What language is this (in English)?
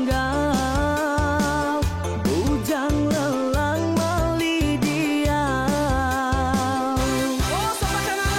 Iban